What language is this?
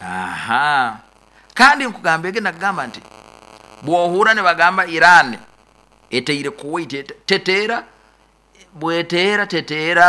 Nyoro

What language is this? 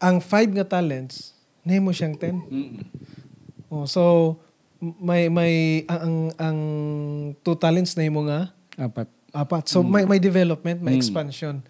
Hiligaynon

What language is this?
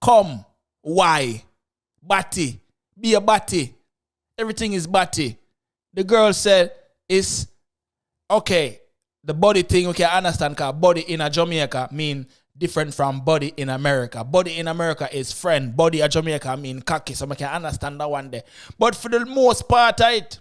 Jamaican Creole English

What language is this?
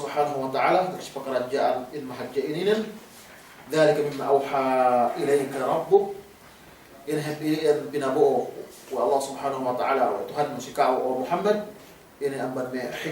Yakan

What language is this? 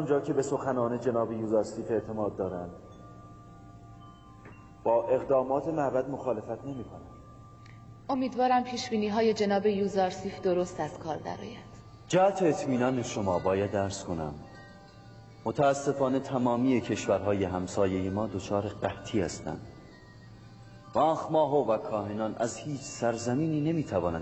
Persian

